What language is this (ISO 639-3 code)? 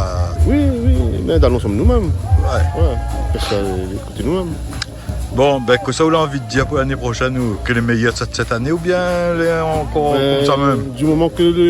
rcf